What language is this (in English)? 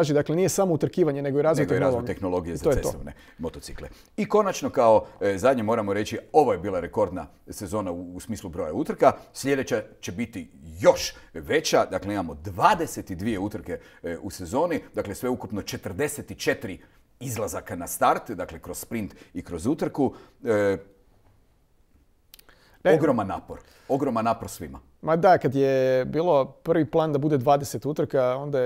Croatian